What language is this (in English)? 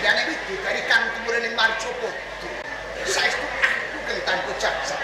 Javanese